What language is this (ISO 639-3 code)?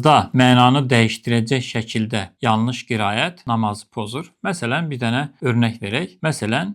aze